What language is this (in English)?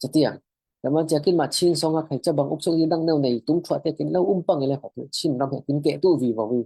Falam Chin